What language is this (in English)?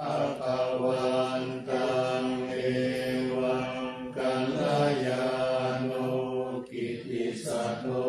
Pali